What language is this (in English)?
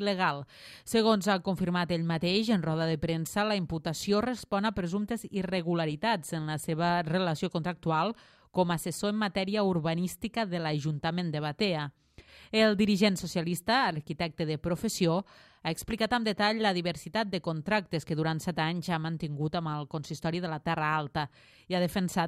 Catalan